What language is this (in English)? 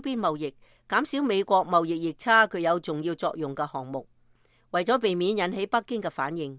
Cantonese